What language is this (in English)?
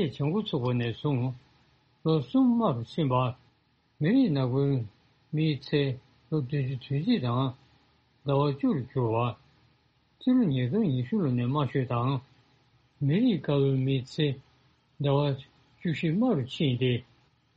Tibetan